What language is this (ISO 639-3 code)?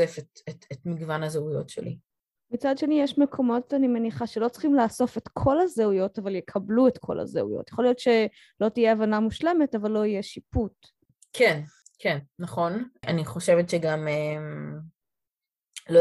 heb